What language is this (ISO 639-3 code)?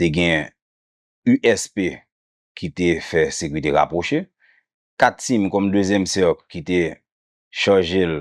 hat